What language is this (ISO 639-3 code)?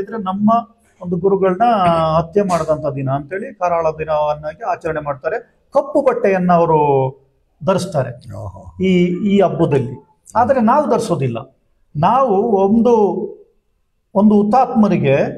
kan